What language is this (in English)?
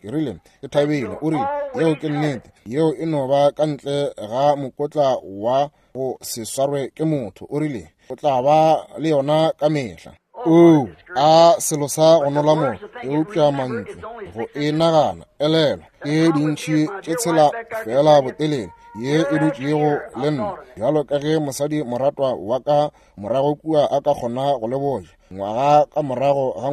Northern Sotho